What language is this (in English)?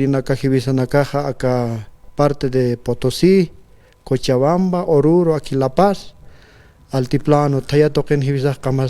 Aymara